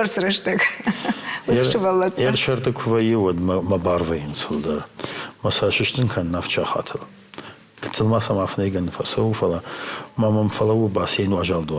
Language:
Ossetic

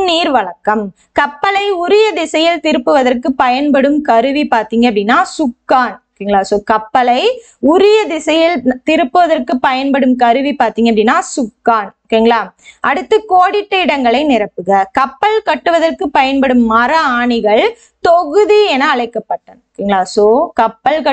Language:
Tamil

